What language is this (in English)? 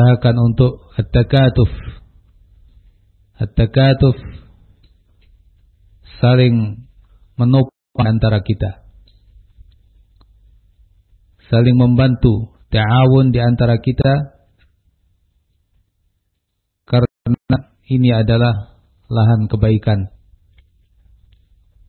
Indonesian